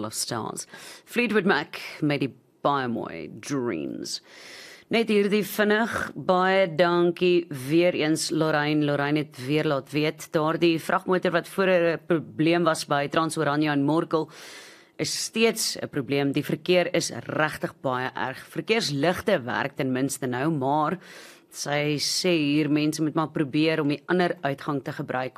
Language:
Afrikaans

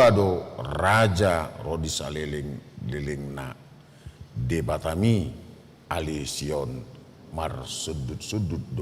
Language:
Batak Toba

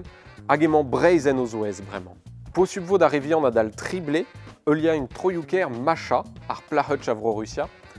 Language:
Breton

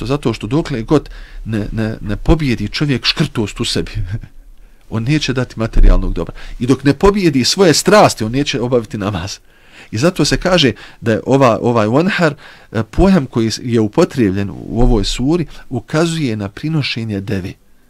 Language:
Bosnian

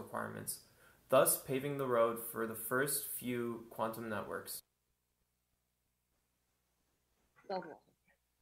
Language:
Dutch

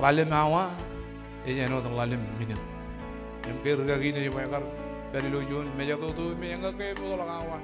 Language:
Marshallese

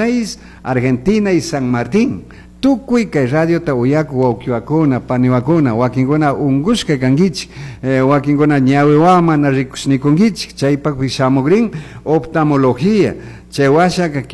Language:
Chimborazo Highland Quichua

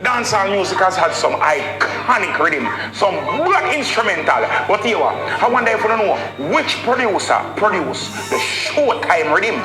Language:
Jamaican Creole English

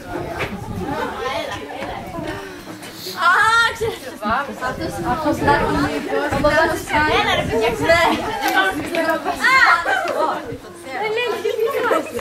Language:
Greek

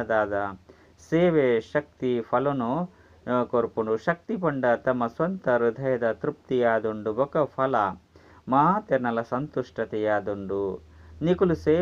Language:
Tulu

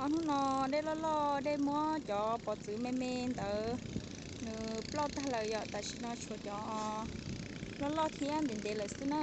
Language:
Hmong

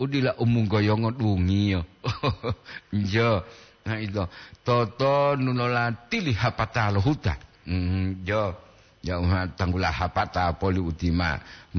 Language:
Gorontalo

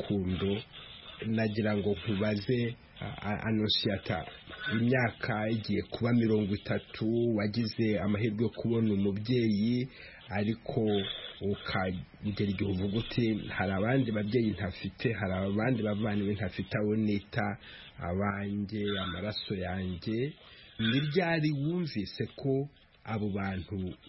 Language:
Kinyarwanda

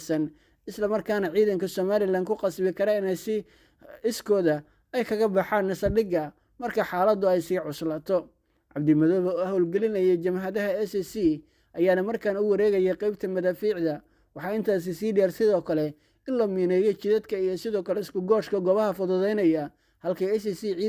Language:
Somali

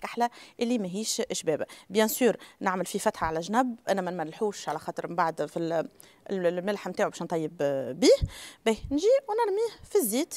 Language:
Tunisian Arabic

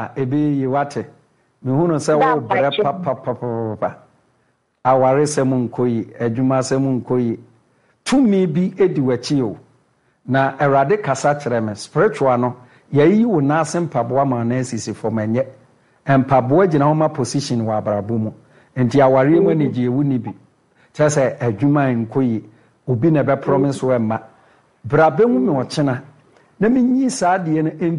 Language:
Akan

